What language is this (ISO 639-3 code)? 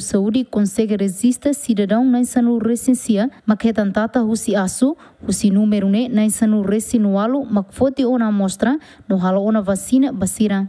tet